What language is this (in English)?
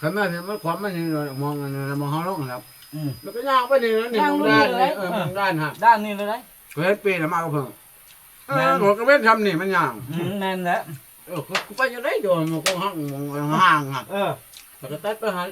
Northeastern Thai